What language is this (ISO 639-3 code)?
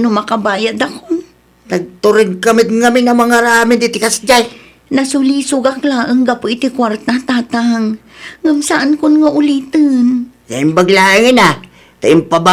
ilo